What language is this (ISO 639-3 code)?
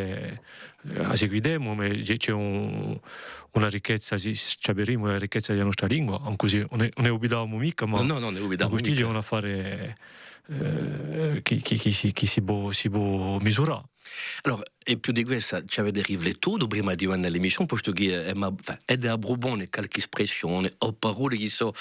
cos